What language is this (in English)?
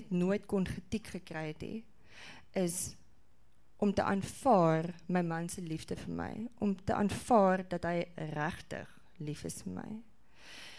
Afrikaans